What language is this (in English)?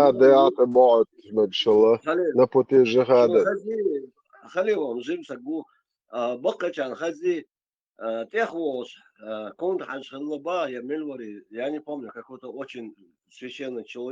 Chechen